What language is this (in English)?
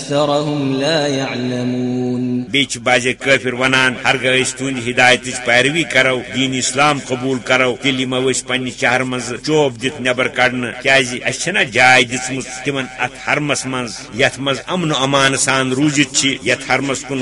Kashmiri